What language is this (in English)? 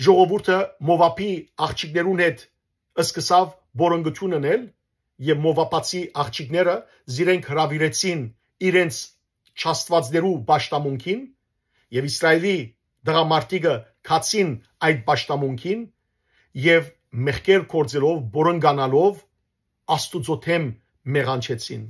Western Armenian